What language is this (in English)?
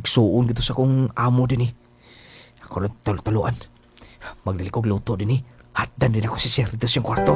Cebuano